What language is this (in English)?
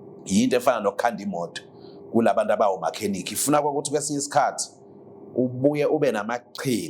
Zulu